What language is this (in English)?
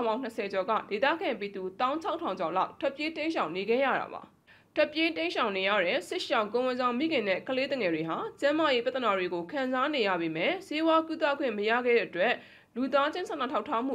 Burmese